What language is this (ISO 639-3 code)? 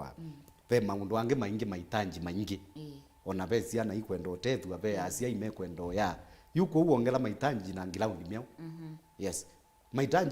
kam